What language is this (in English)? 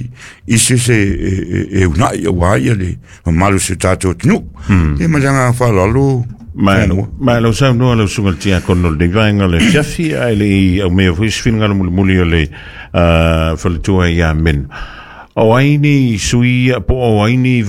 Samoan